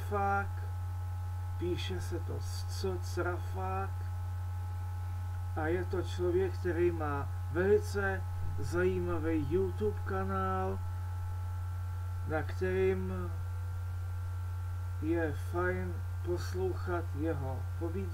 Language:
Czech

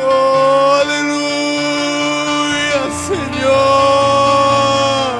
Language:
Ayacucho Quechua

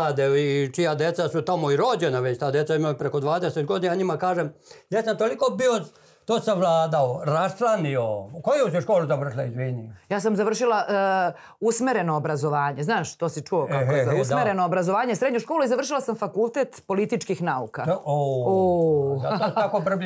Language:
Serbian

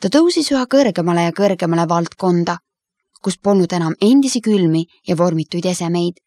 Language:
Estonian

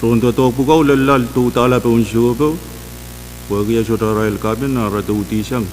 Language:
Pohnpeian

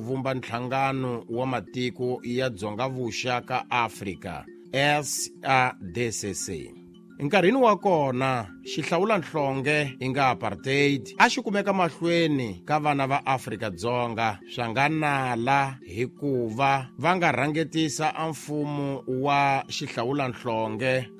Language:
Tsonga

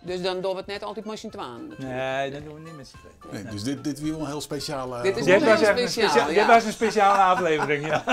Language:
Western Frisian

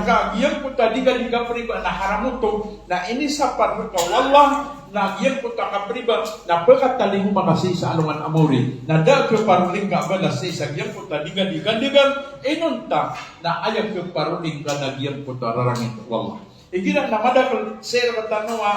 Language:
Maranao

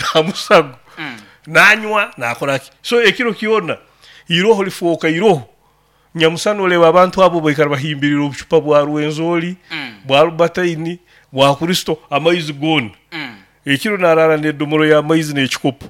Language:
Nyoro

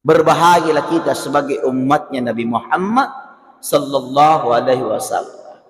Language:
Buginese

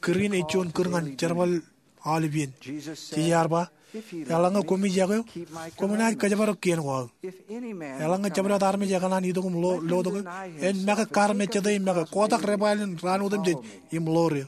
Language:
Marshallese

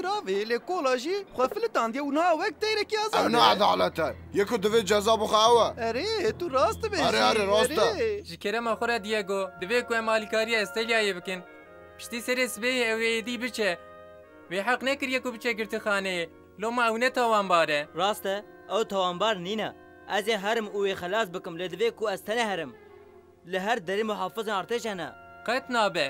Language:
Kurdish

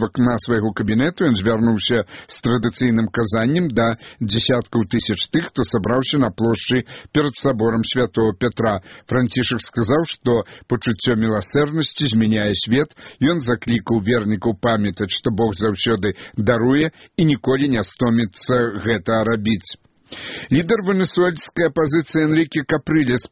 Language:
Belarusian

